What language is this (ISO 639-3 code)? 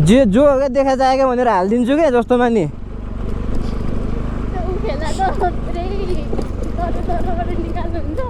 nep